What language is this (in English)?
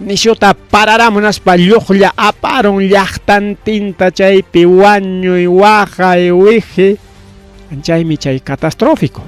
Ayacucho Quechua